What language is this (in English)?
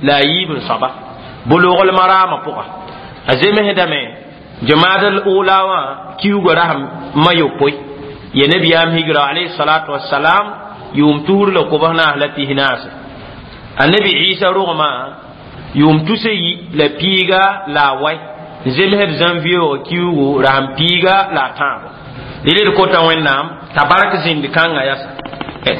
Mossi